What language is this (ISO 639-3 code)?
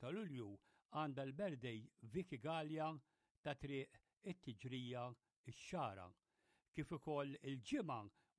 mlt